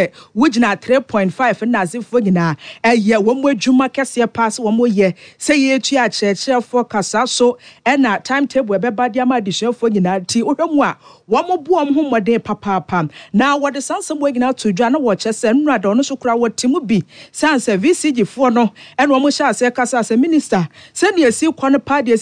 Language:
Akan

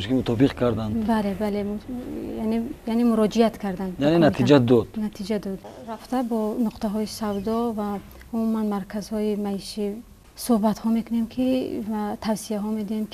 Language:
Tajik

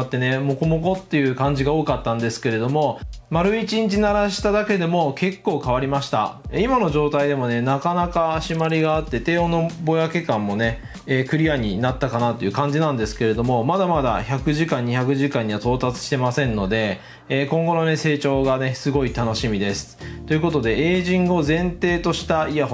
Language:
Japanese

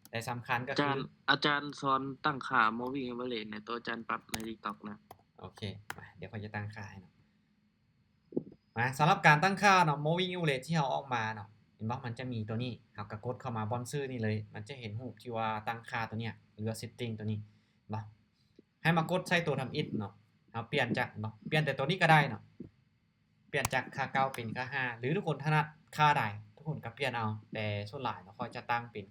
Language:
Lao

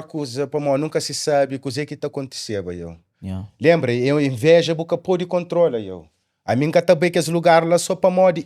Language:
Kabuverdianu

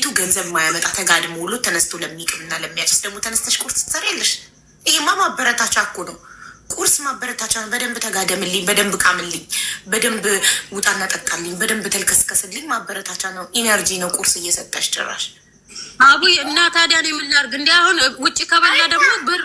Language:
Amharic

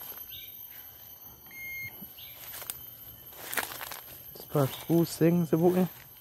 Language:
Malay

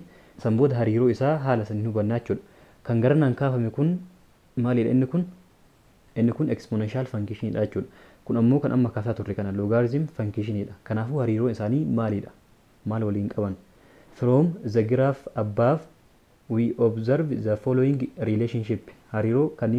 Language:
Oromo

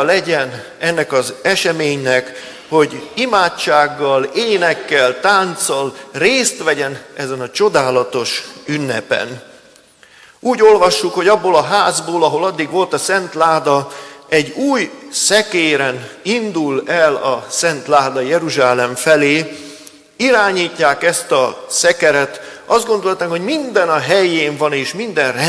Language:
Hungarian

